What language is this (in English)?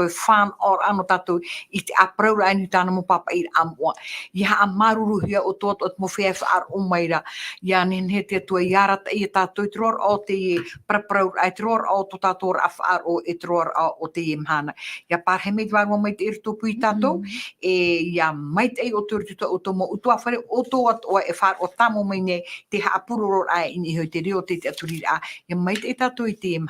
Tahitian